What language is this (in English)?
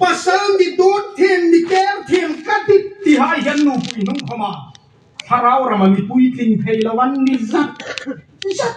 Hmar